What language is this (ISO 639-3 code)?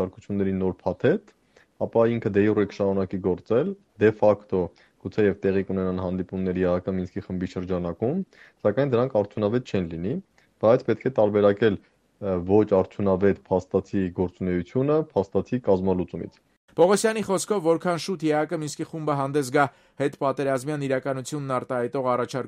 hye